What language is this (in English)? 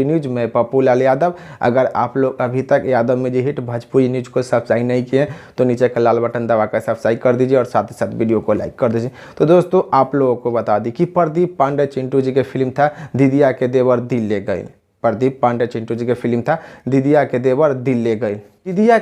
Bhojpuri